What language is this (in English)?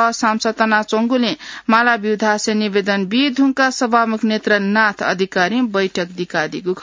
Newari